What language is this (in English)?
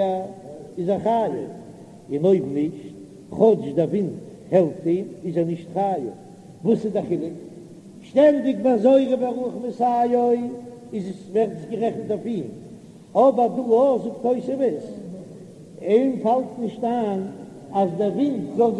Yiddish